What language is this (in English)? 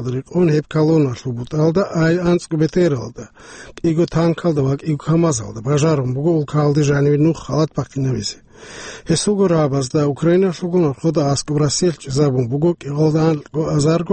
Avaric